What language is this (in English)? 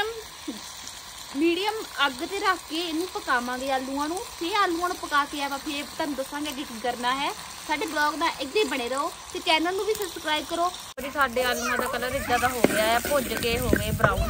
Punjabi